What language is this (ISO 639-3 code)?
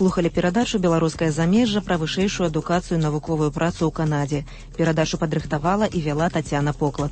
bel